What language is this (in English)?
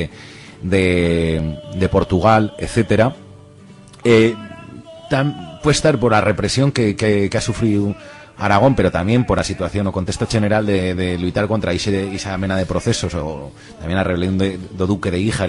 Aragonese